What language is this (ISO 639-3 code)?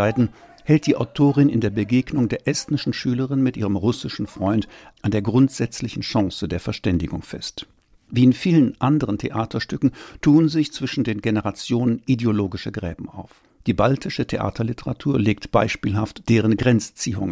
deu